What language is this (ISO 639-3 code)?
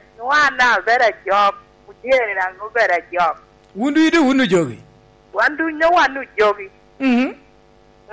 laj